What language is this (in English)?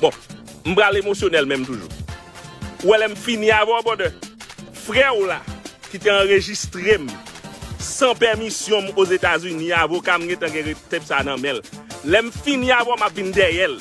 Haitian Creole